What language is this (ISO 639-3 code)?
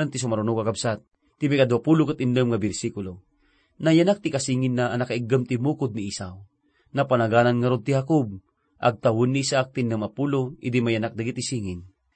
ilo